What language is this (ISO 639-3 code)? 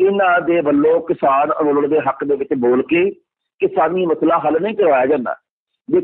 pan